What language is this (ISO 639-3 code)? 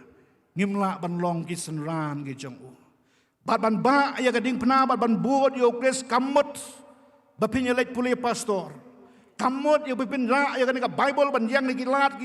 kha